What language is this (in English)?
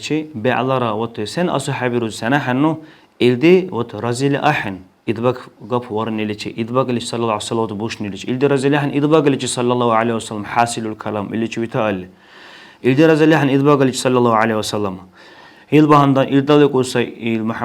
Dargwa